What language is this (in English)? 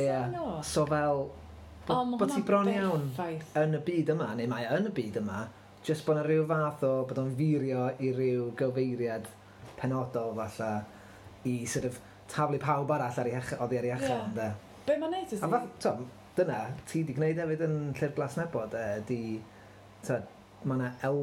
Welsh